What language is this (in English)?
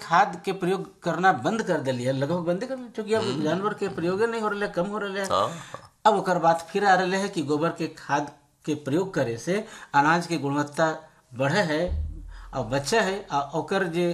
Bhojpuri